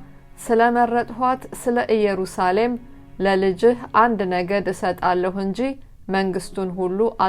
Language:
Amharic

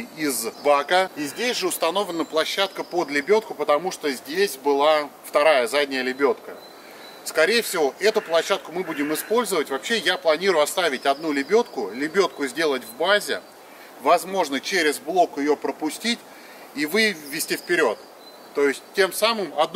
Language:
Russian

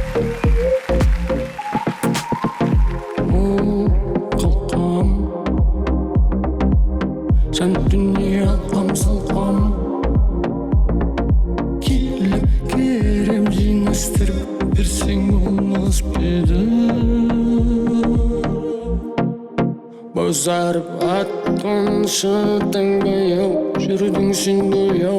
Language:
Kazakh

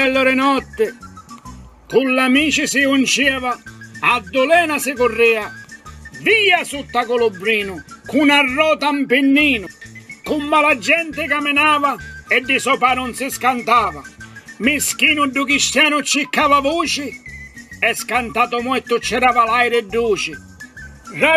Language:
Sicilian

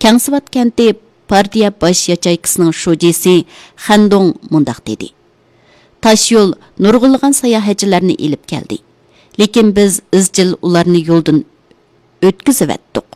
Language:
Uyghur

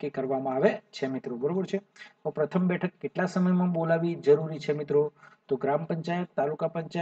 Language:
Gujarati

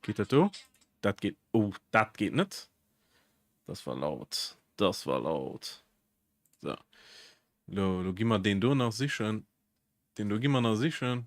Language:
Luxembourgish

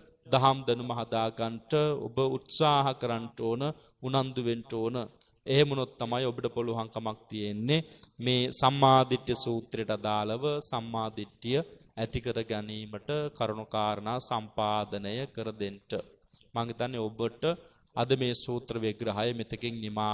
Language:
Sinhala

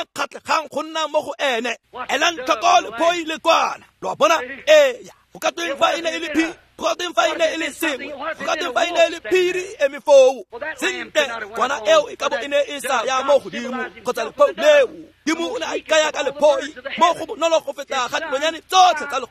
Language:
Tswana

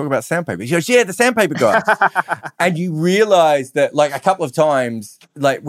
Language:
English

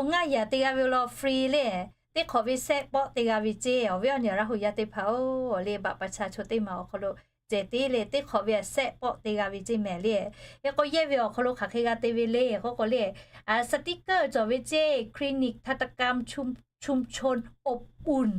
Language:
Lahu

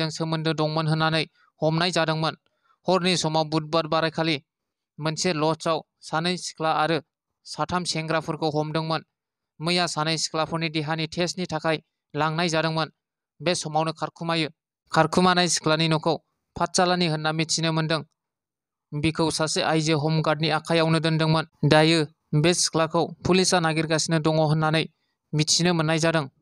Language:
Bodo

